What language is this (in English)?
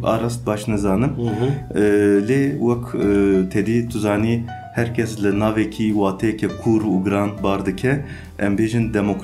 Kurdish